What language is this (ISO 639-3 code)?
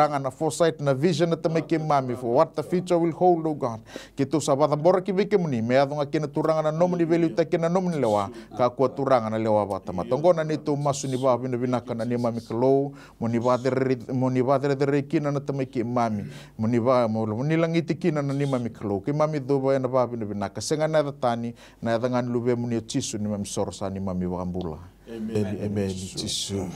fij